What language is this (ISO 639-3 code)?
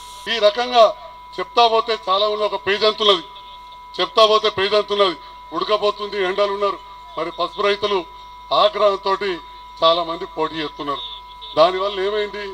tel